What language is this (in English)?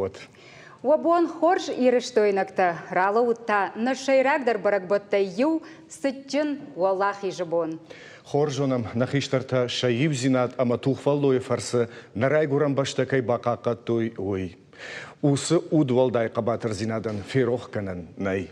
Ossetic